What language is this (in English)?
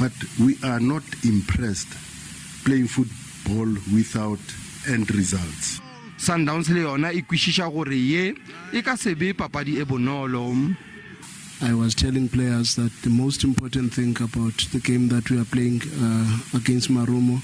Northern Sotho